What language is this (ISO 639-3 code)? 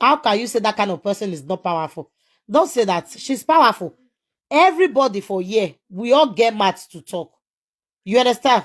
pcm